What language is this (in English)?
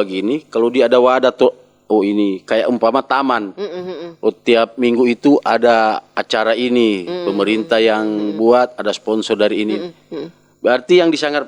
Manado Malay